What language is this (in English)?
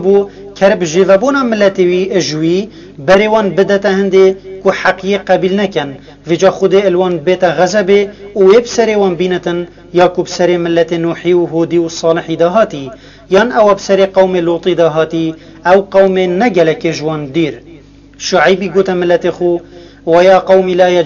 Kurdish